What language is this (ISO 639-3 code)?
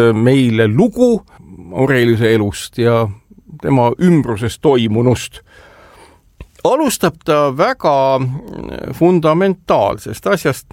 est